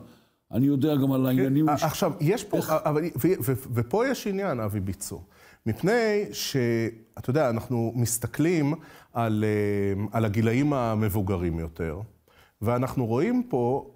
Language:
Hebrew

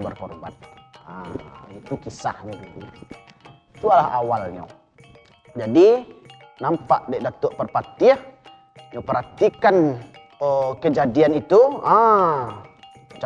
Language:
Minangkabau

